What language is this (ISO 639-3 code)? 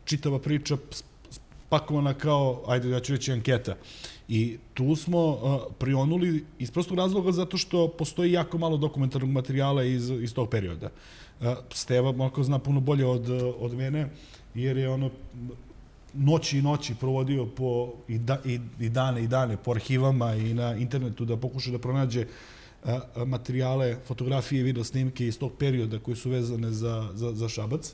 srp